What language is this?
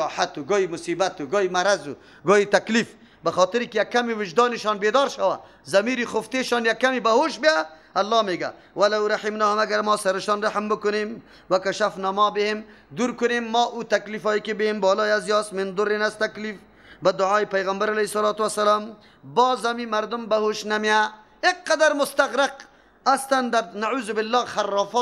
Persian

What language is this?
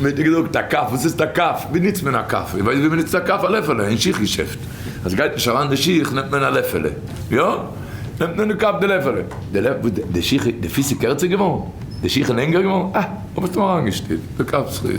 Yiddish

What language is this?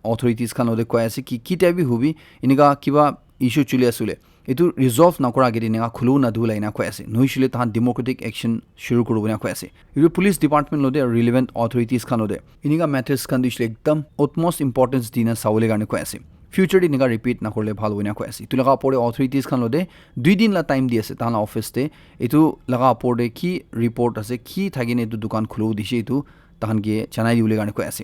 Naga Pidgin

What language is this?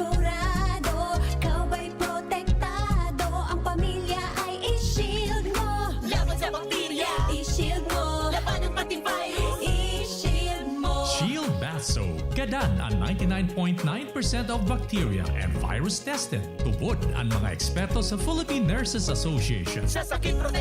Bikol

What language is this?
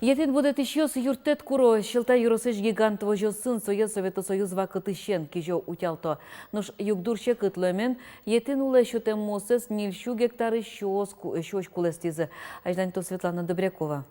Udmurt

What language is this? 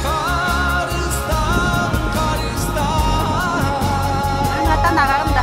Yakut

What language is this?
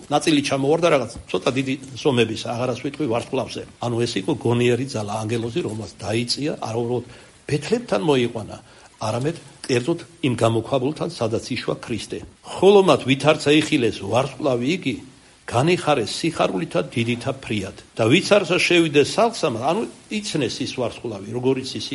Georgian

